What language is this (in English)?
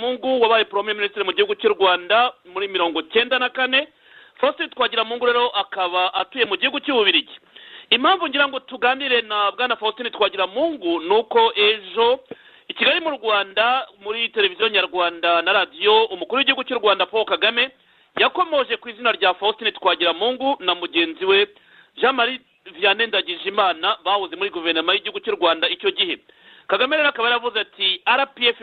Kinyarwanda